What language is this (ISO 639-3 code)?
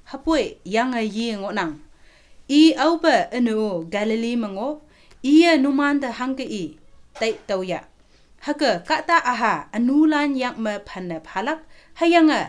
nbe